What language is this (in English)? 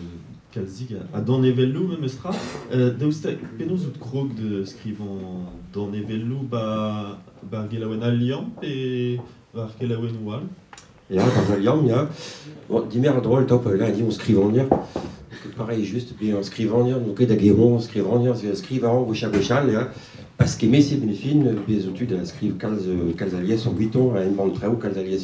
Breton